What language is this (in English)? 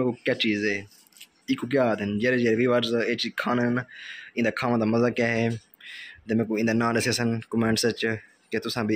Saraiki